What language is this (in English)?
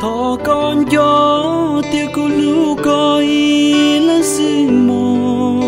Hmong